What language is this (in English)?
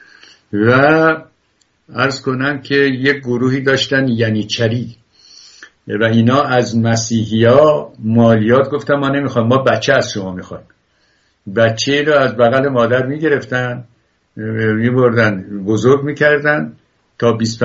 Persian